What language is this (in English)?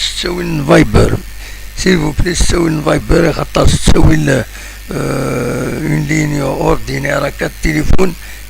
Kabyle